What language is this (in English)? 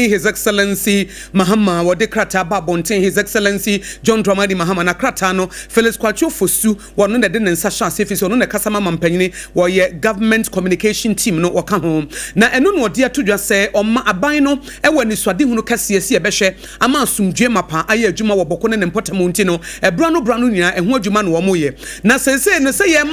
Akan